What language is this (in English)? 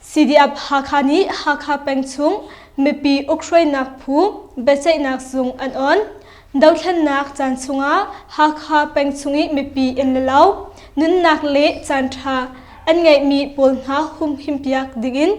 Hakha Chin